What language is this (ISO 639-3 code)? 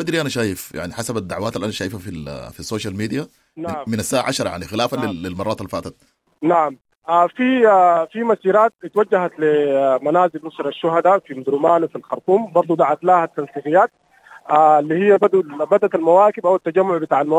apd